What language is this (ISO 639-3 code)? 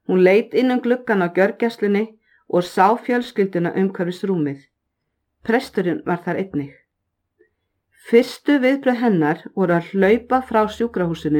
isl